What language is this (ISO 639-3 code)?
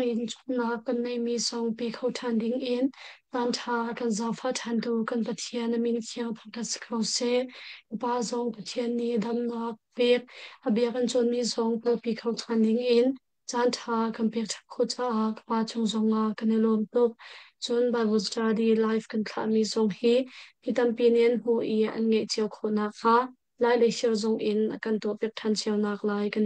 cnh